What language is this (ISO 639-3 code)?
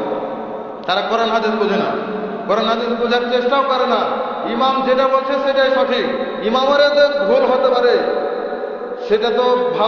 ben